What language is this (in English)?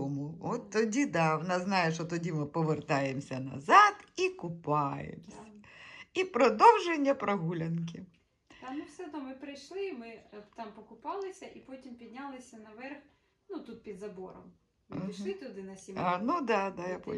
Ukrainian